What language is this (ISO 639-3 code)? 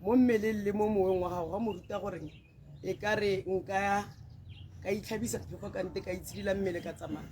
tsn